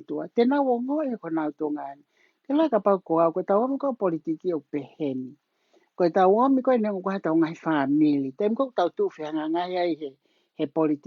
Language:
Tongan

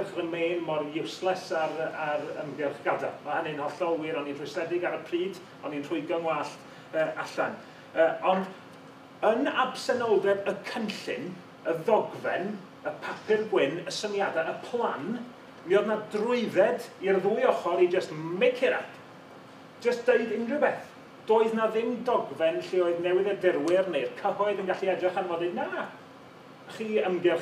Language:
Welsh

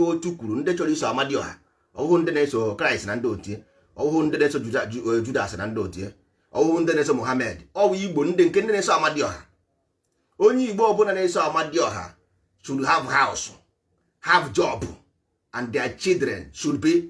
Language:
Igbo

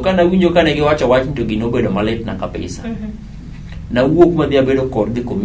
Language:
Luo (Kenya and Tanzania)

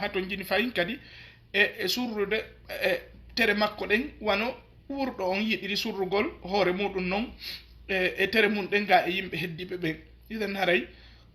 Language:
Fula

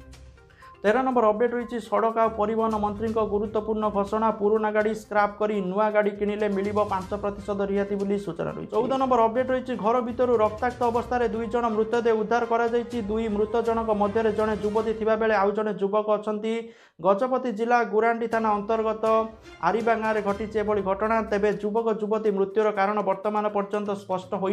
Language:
Odia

